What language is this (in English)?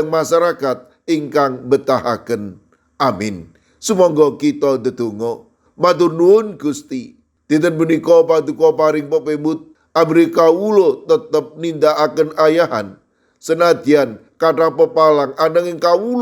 Javanese